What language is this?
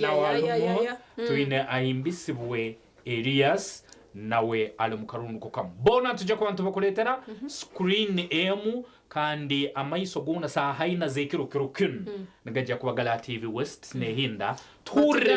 Nyankole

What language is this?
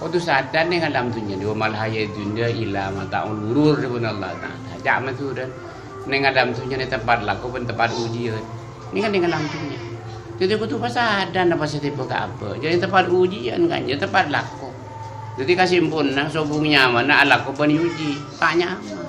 Madurese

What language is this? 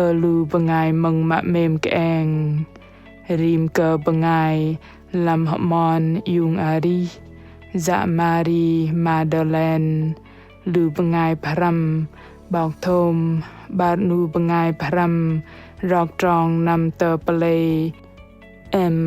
Bahnar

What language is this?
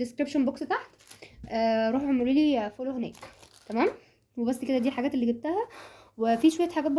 Egyptian Arabic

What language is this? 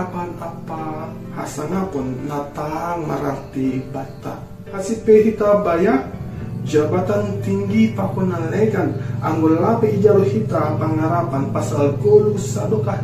Batak Simalungun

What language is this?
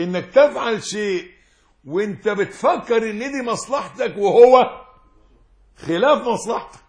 Egyptian Arabic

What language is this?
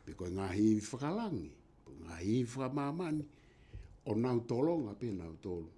Tongan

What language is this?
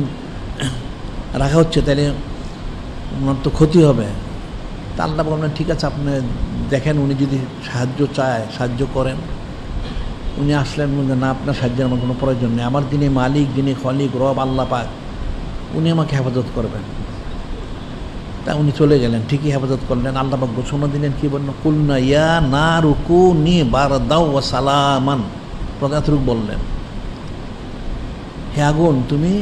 Bangla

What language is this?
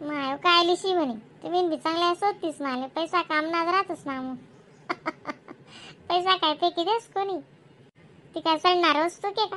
Khandesi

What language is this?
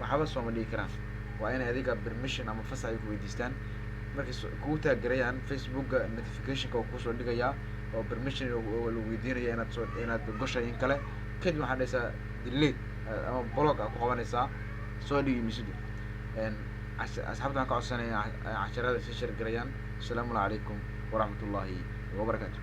Somali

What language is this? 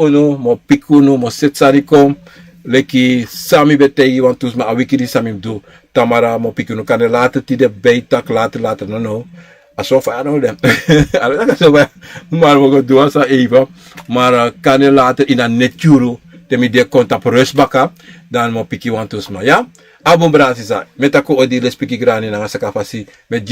Sranan Tongo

